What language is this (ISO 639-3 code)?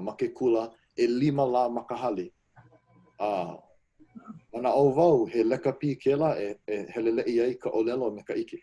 haw